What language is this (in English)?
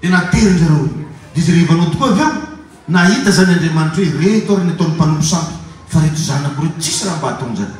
Malagasy